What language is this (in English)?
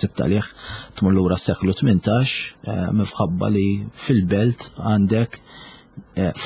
Maltese